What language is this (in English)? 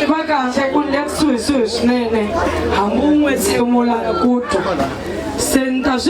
Tsonga